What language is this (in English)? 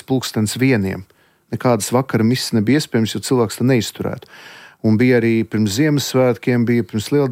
Latvian